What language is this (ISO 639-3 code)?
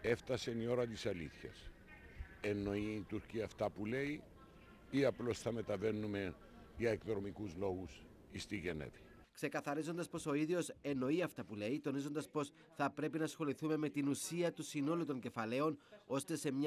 ell